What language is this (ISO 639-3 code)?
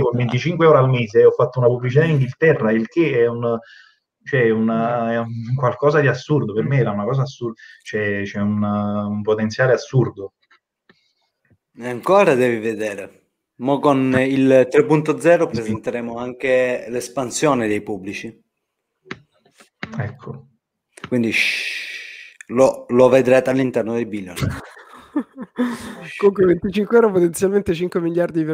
ita